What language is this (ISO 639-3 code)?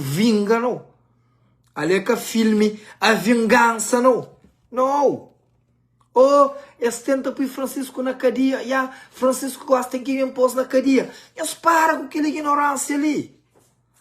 kea